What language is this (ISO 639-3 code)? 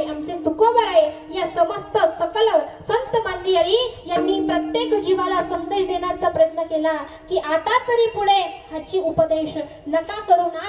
mar